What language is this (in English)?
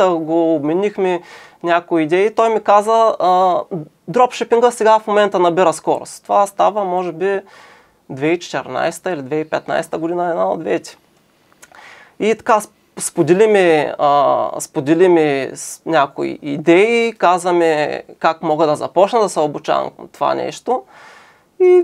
Bulgarian